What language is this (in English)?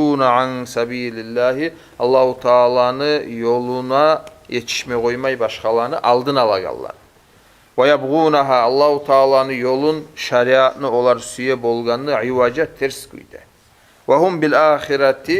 Kumyk